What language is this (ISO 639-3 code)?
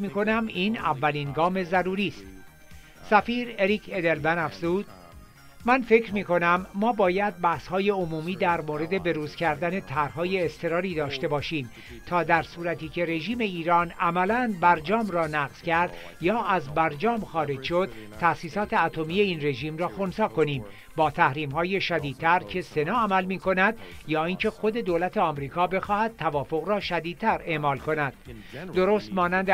fas